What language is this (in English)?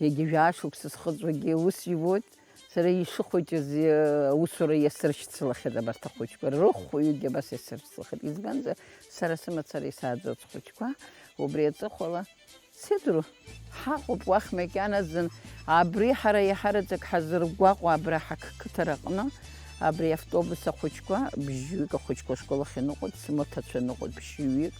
Abkhazian